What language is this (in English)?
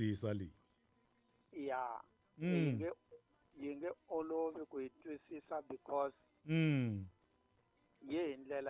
Tsonga